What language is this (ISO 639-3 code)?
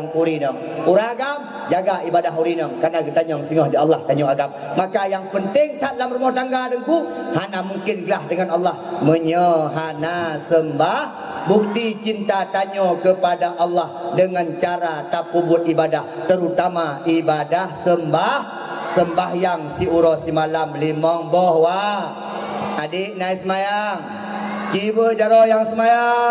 ace